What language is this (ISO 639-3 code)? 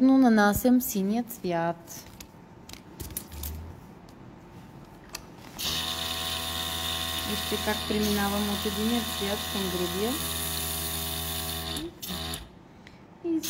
bul